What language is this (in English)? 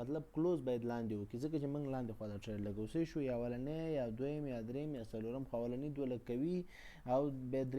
Pashto